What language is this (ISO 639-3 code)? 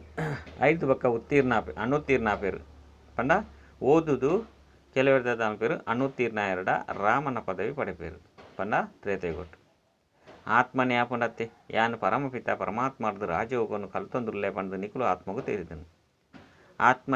tcy